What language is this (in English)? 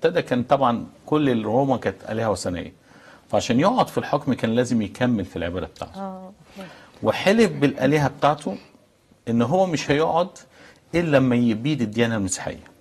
Egyptian Arabic